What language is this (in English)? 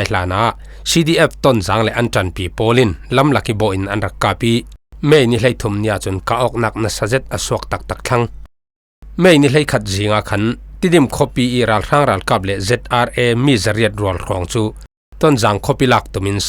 Falam Chin